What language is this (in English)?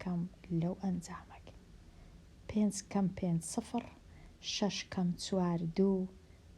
Central Kurdish